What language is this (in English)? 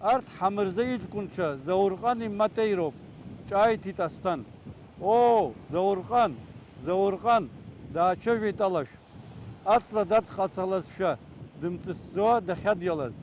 Abkhazian